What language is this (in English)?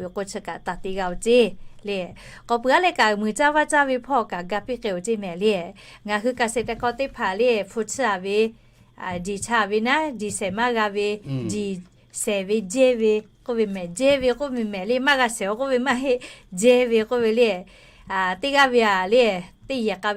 Lahu